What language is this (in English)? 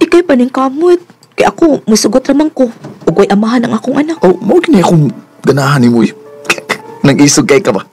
Cebuano